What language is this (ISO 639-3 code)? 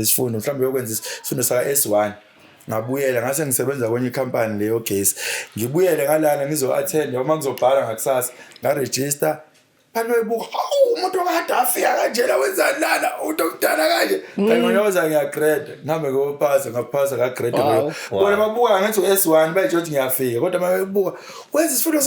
zul